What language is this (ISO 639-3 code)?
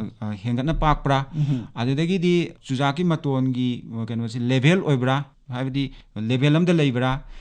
mni